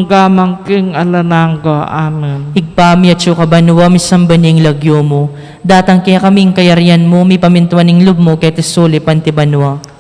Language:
Pampanga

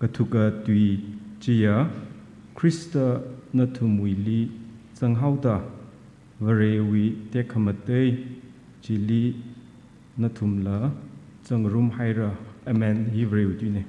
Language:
Tangkhul Naga (India)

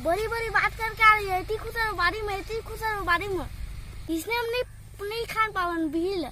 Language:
Chhattisgarhi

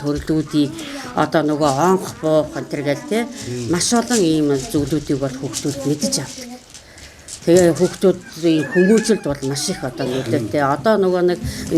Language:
Mongolian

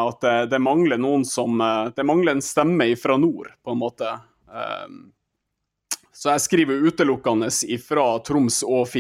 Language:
Norwegian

